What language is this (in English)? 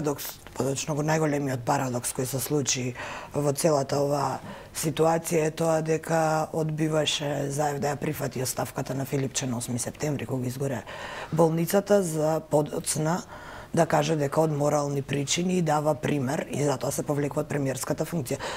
Macedonian